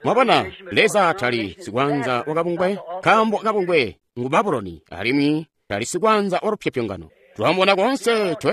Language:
Tonga (Zambia)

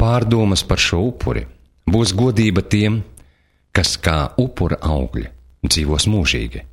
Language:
Latvian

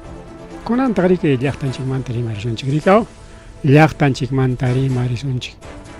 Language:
Ayacucho Quechua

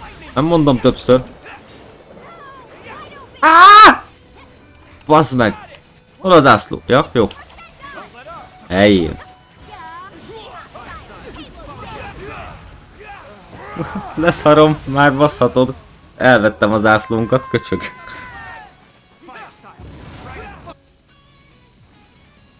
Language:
Hungarian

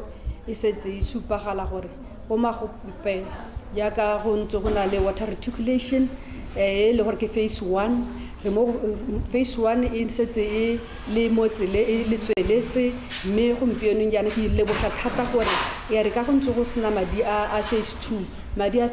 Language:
Tswana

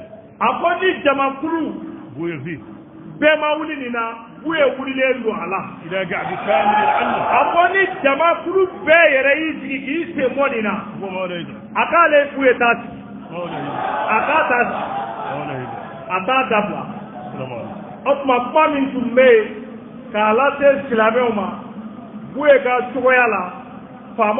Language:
Bambara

